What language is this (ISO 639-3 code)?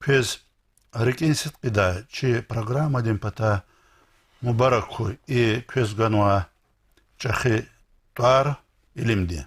lez